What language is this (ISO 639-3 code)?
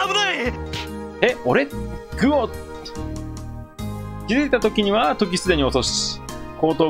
jpn